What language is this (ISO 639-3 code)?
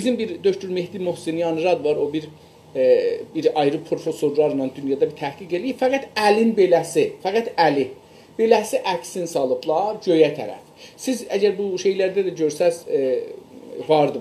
azb